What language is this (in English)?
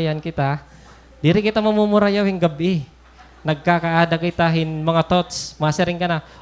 Waray